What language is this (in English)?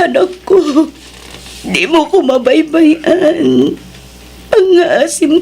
Iloko